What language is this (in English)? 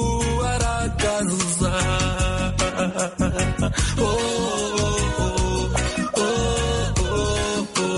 Kinyarwanda